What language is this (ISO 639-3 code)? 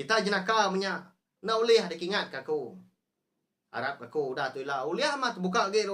iba